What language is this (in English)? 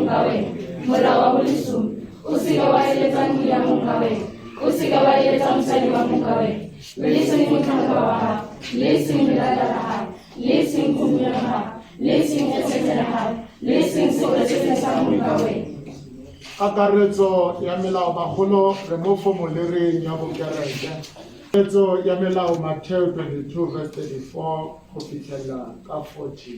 Tswana